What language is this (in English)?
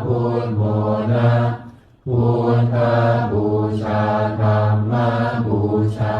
Pali